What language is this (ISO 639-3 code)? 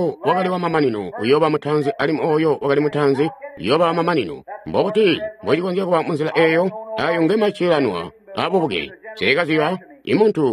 toi